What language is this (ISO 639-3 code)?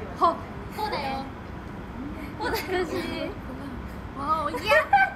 jpn